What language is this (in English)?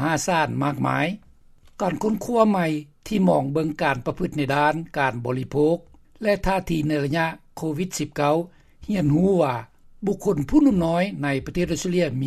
Lao